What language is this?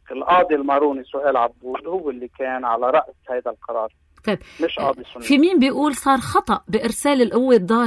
North Levantine Arabic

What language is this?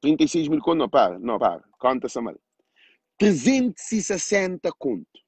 Kabuverdianu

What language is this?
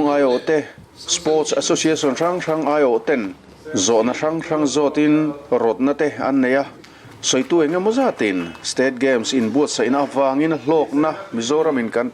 Mizo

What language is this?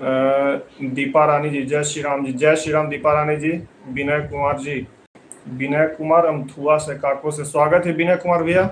Magahi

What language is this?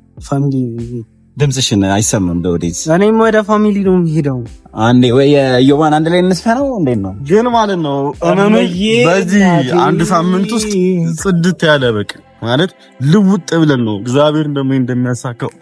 Amharic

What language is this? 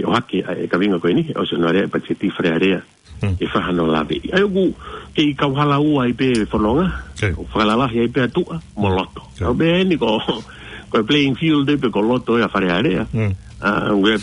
Tongan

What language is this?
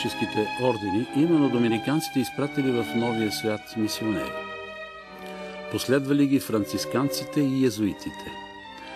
Bulgarian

